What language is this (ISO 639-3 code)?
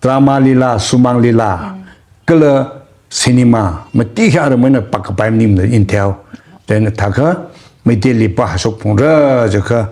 nmf